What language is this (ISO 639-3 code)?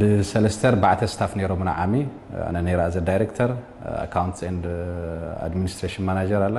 tir